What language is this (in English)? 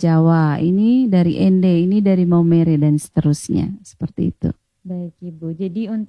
Indonesian